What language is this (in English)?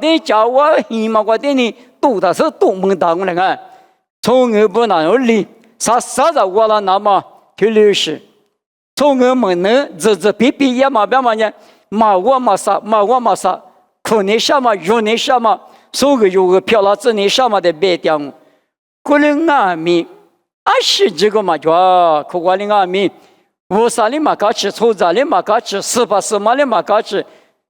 Lisu